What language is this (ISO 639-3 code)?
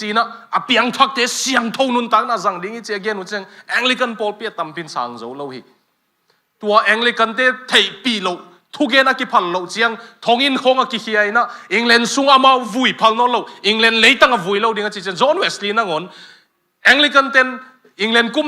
ctd